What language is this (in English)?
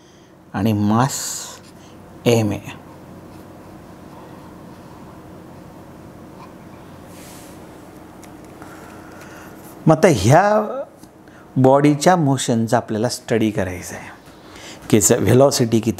Marathi